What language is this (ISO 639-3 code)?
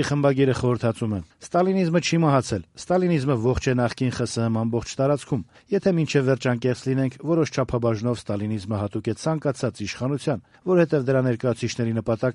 hye